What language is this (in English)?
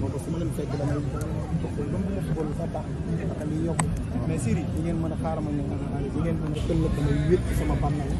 Wolof